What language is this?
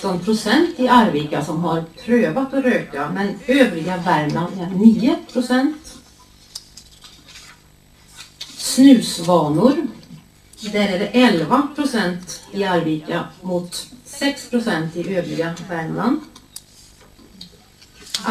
Swedish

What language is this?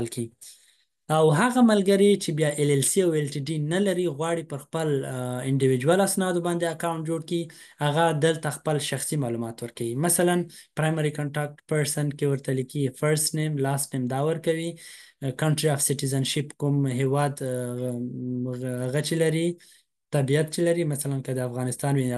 Pashto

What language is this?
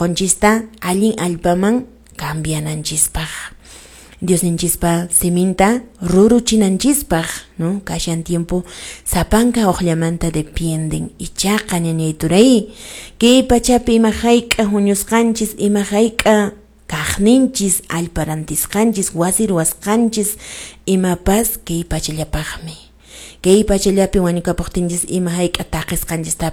Quechua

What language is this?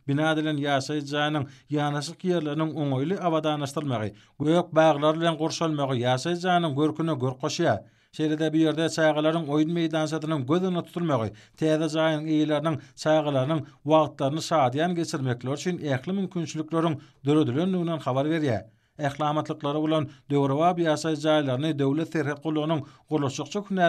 Turkmen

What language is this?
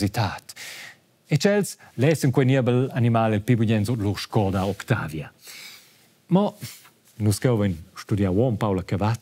Romansh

